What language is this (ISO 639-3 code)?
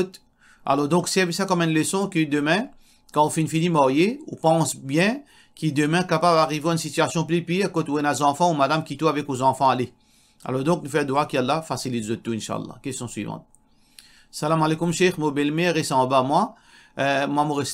mfe